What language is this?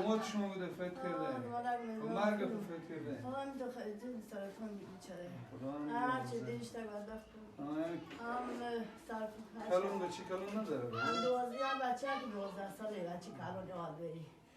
Persian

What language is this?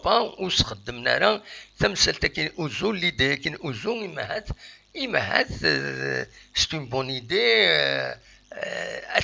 Kabyle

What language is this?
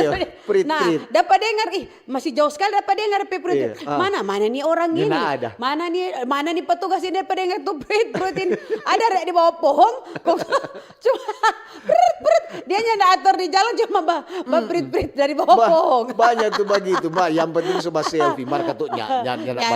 Manado Malay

